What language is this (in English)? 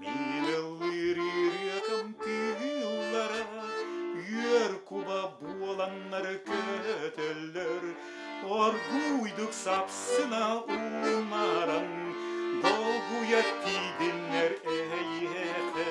Yakut